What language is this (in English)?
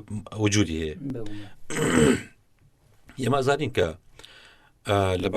Central Kurdish